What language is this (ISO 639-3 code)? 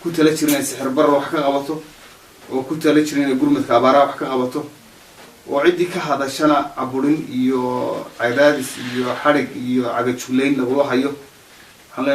som